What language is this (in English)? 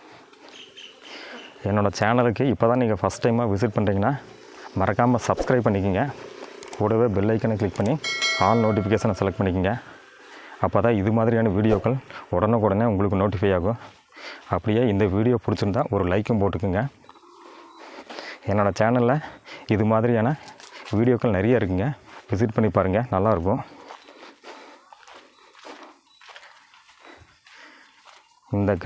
Tamil